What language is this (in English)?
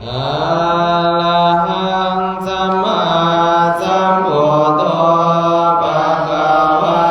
Pali